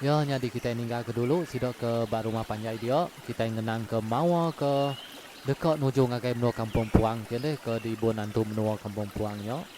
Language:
Iban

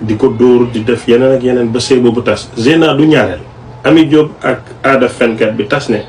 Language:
Wolof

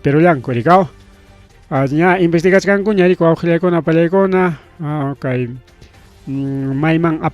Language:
Ayacucho Quechua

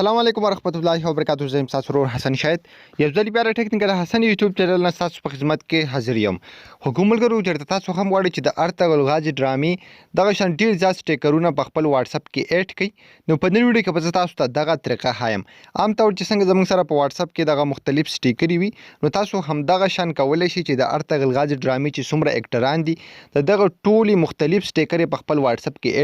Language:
Pashto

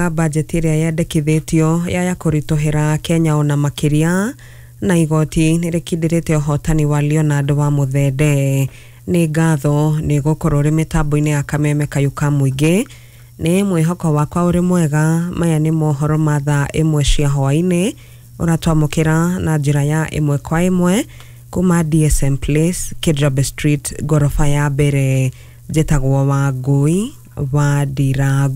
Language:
Kikuyu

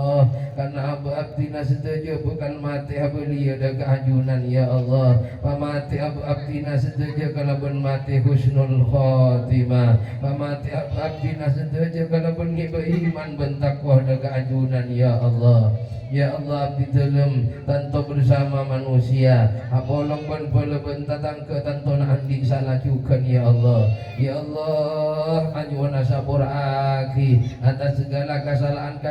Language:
Madurese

